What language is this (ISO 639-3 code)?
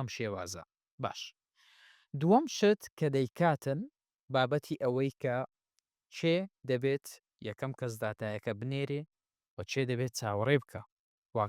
ckb